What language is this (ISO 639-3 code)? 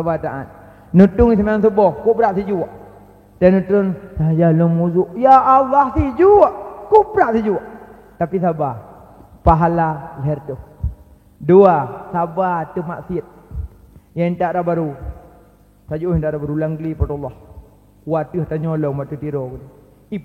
ace